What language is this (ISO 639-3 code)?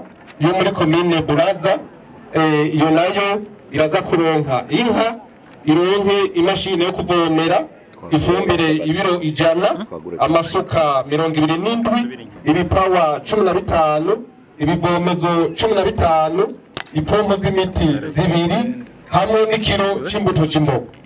run